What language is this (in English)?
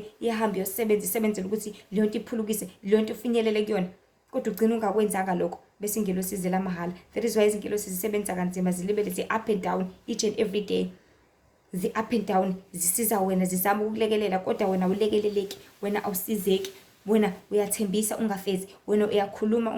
Zulu